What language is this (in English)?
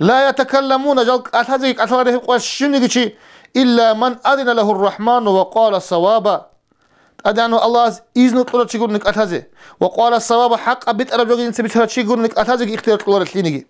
Avaric